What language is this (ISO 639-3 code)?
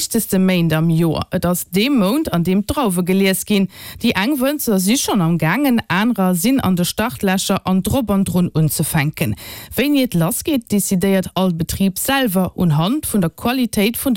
ltz